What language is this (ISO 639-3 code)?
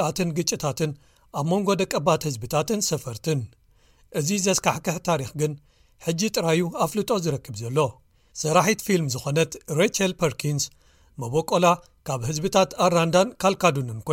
tir